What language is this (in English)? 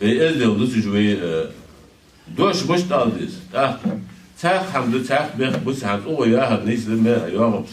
Ingush